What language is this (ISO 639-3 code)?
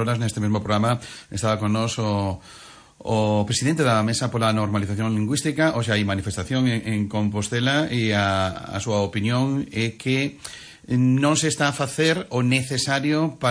glg